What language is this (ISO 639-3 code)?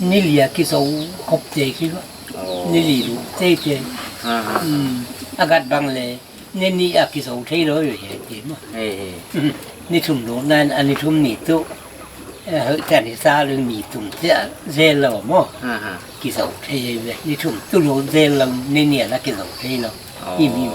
pck